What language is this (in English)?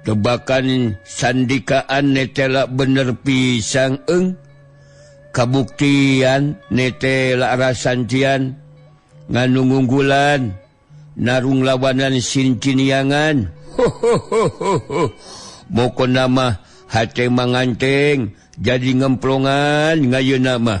Sundanese